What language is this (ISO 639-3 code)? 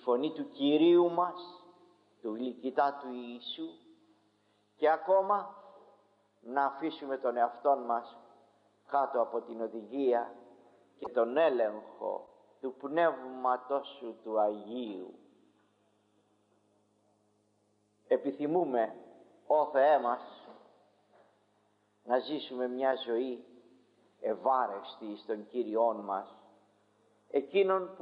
ell